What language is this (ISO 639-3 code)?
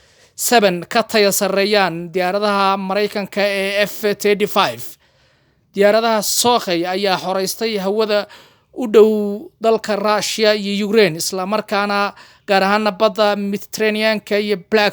som